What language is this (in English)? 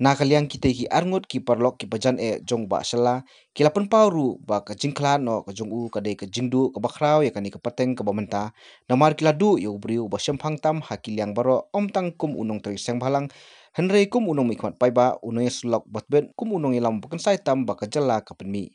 Khasi